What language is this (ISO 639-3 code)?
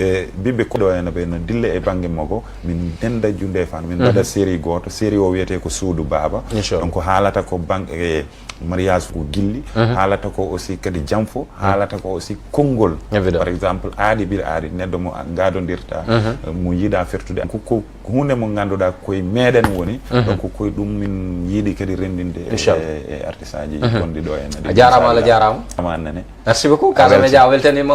ful